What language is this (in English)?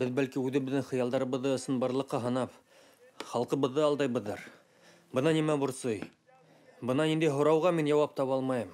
Bashkir